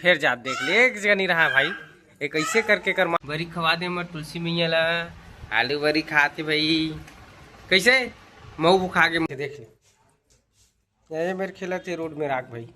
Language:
Chhattisgarhi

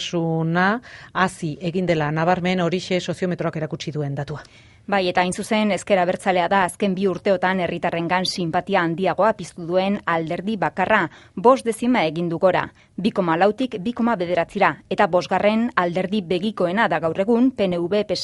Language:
Basque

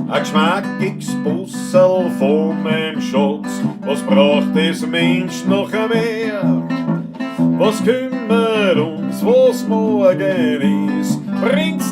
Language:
Bavarian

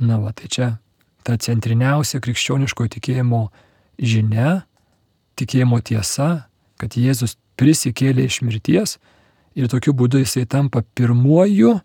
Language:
Lithuanian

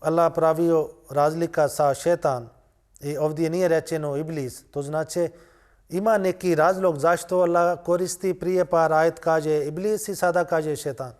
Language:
Bosnian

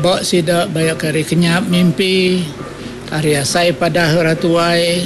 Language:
Iban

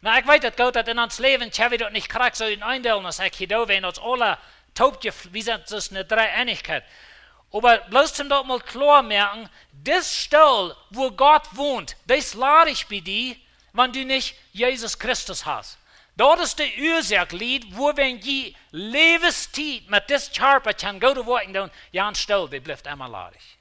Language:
Plautdietsch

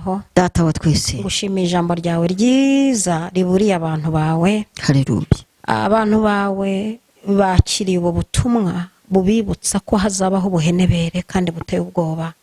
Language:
Kinyarwanda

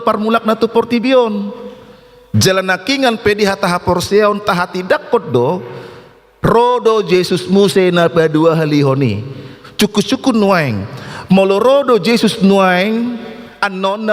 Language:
Batak Toba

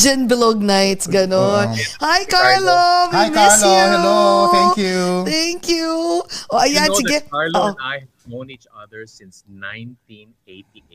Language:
Filipino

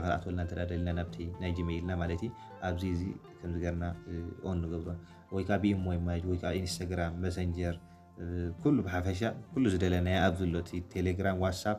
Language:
Tigrinya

